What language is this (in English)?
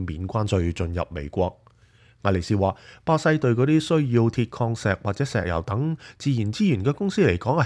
Cantonese